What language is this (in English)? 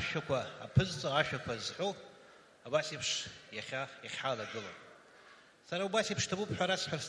Abkhazian